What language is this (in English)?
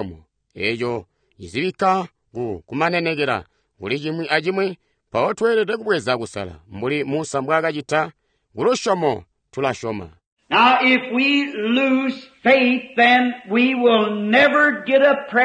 Tonga (Zambia)